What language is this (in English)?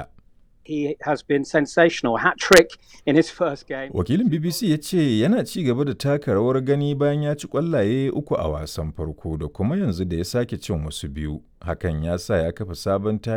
Hausa